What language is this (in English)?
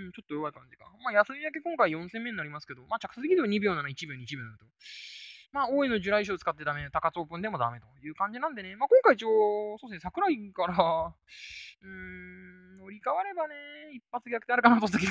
Japanese